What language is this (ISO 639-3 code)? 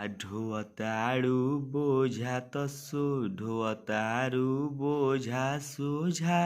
bho